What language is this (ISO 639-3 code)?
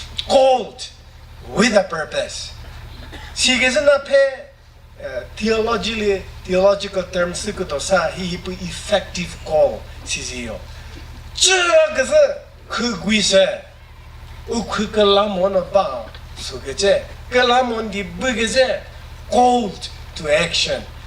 nri